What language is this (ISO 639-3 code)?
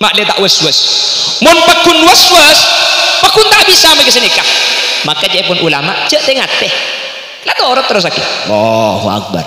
mad